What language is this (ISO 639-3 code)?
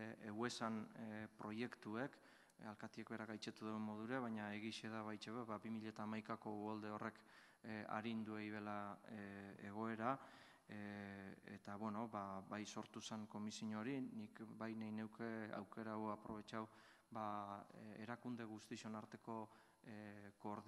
eus